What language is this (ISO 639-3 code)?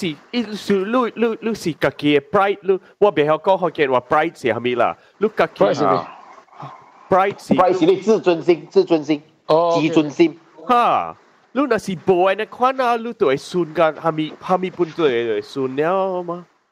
nan